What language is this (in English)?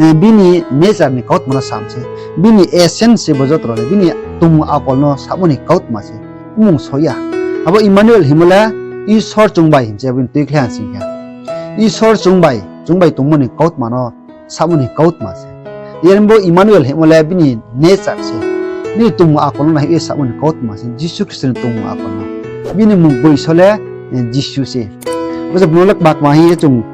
Riang (India)